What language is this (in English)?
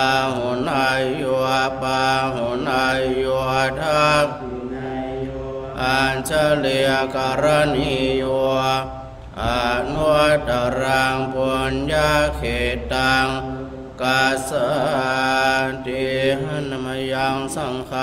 Pali